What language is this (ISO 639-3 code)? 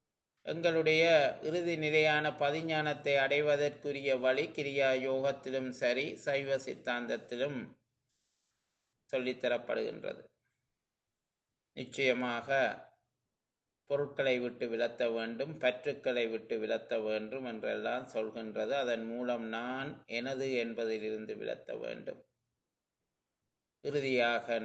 tam